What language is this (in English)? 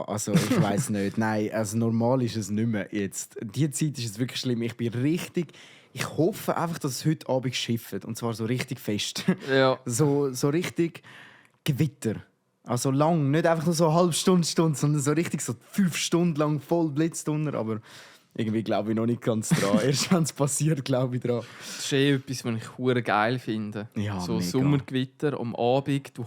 Swiss German